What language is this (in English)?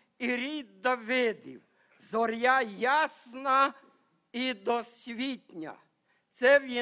Ukrainian